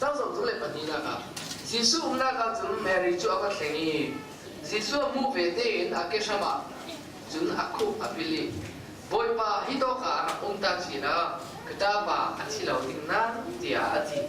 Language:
Falam Chin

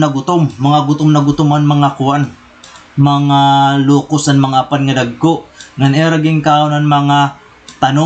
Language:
Waray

